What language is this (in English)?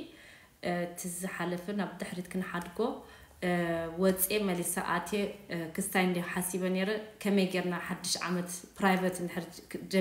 Tigrinya